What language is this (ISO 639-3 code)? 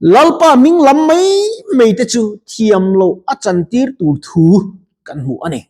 lus